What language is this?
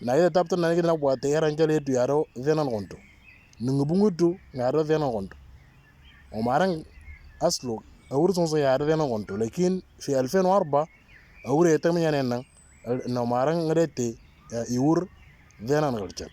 Moro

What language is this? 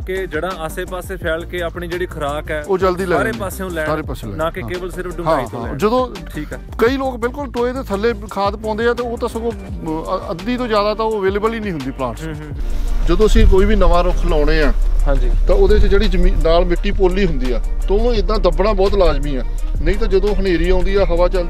Punjabi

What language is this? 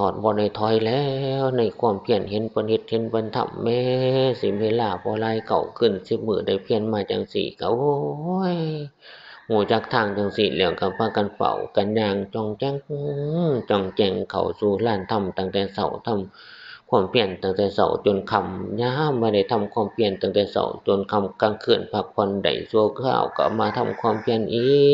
Northeastern Thai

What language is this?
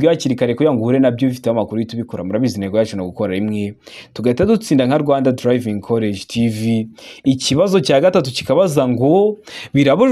Kinyarwanda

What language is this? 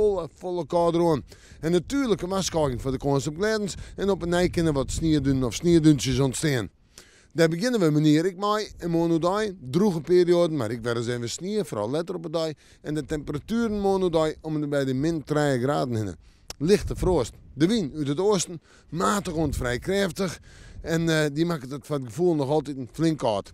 Western Frisian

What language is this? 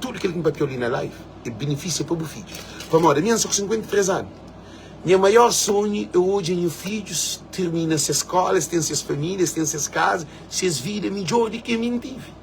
Kabuverdianu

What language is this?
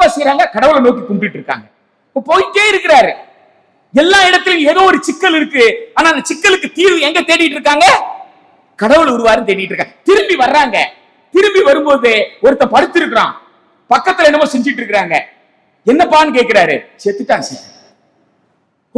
Tamil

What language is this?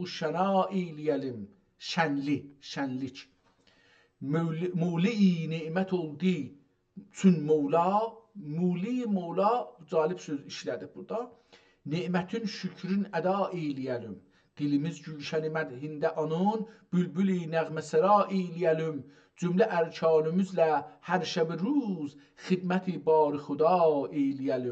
South Azerbaijani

